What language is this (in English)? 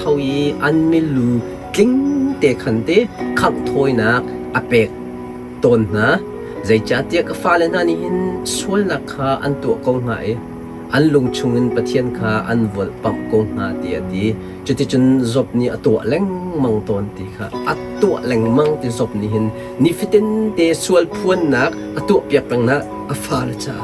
Hakha Chin